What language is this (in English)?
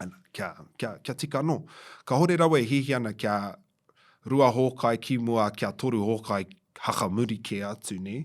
Māori